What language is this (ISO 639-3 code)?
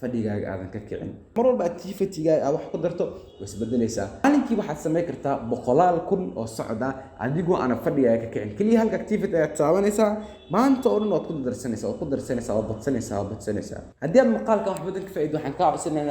som